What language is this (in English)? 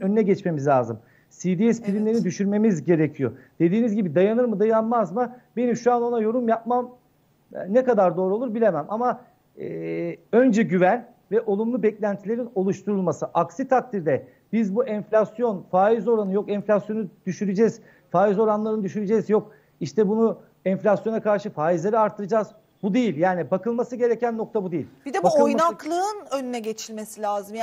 Turkish